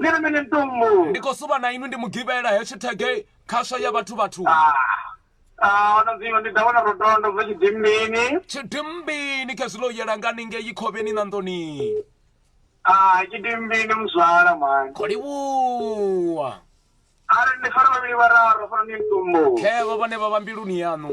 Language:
Venda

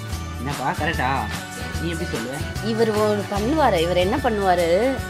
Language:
Tamil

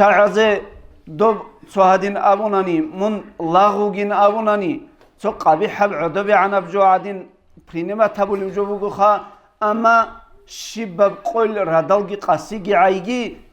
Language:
Avaric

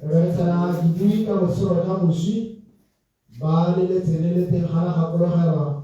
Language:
Tswana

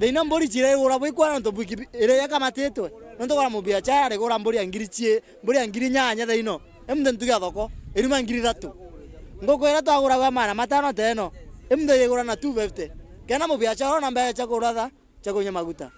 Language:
Meru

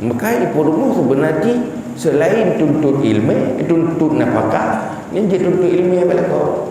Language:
Achinese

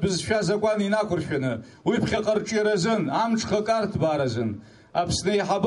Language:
Abkhazian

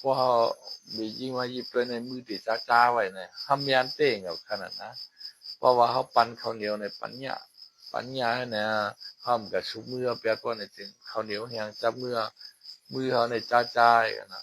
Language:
Shan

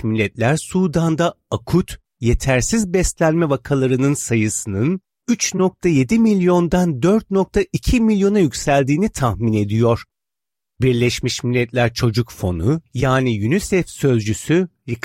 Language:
Turkish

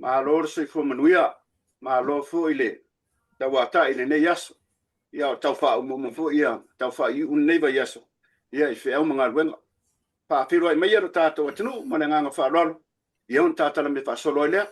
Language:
Samoan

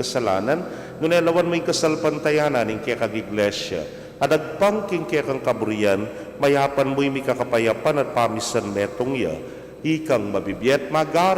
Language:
Pampanga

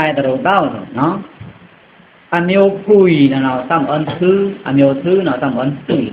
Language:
Pa'o Karen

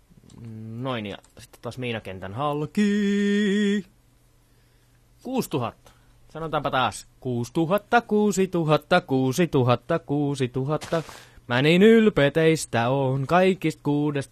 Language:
Finnish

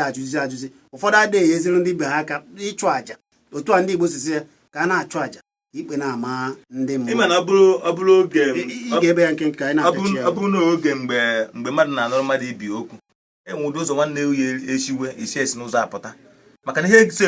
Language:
Igbo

